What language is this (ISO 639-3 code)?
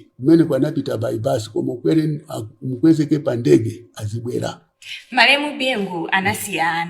nya